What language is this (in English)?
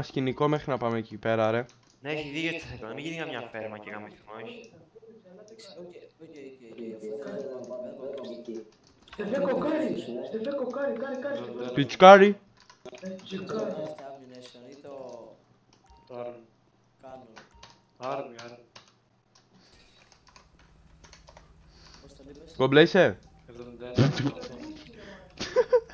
Greek